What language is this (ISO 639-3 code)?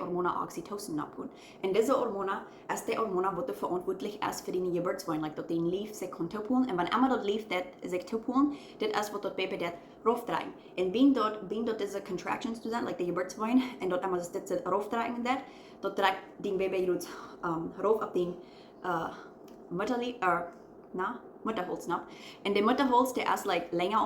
pdt